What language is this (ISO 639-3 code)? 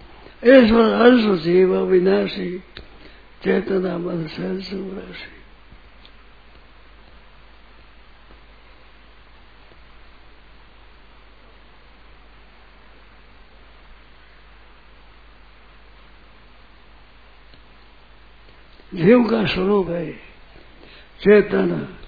hin